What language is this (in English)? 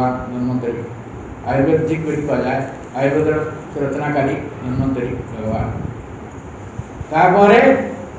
Odia